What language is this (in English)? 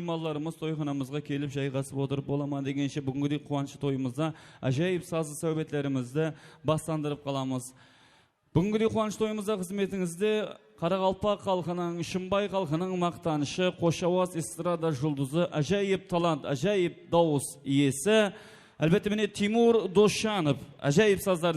Kara-Kalpak